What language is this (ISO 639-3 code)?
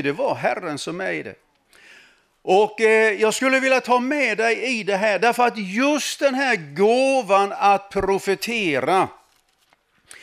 swe